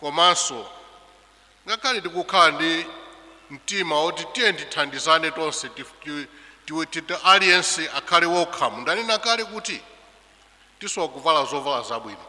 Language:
Nyanja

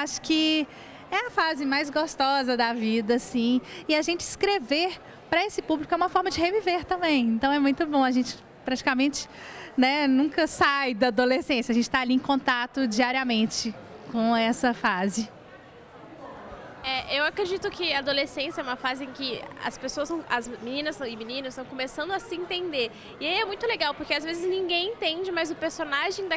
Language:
Portuguese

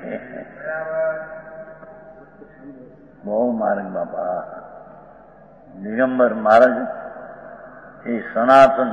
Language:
Gujarati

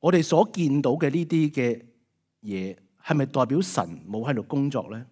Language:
Cantonese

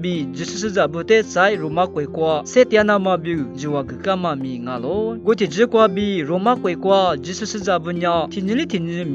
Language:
Lisu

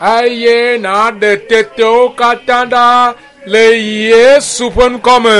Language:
Ewe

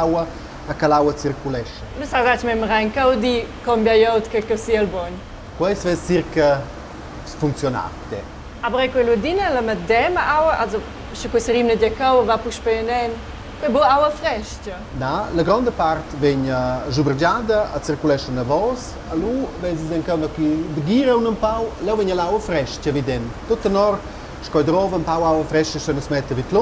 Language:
Romansh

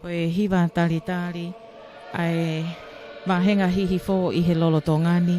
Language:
Tongan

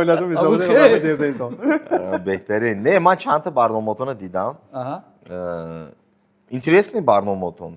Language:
Tajik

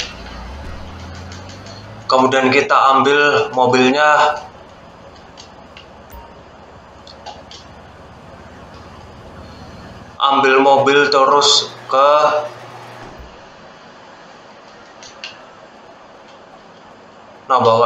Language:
Indonesian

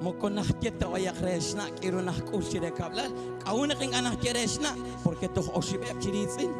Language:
Kekchí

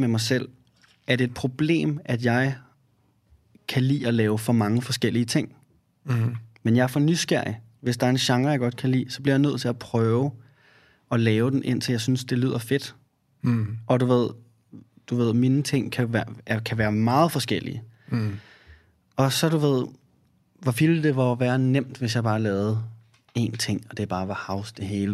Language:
Danish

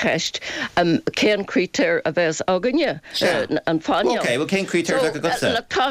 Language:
Irish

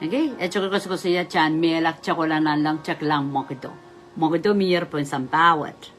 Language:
Pohnpeian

